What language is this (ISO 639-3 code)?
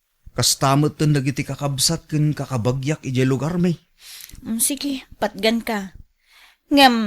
ilo